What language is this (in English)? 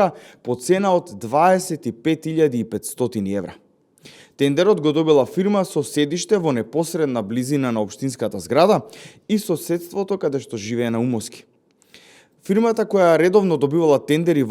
Macedonian